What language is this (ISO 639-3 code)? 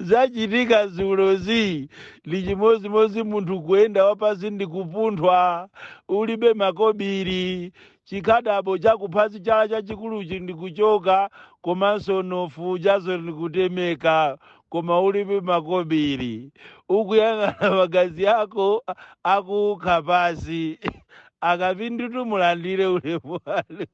nya